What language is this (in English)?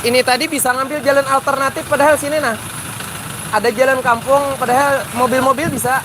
Banjar